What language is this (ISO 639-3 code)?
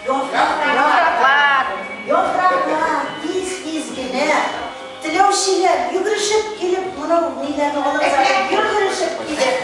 tat